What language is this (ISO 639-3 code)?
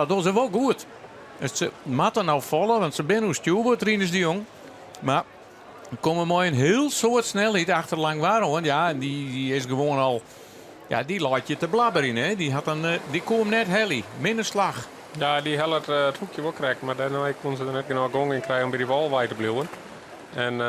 fry